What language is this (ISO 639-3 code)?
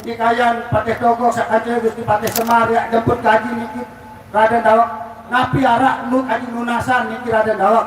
sas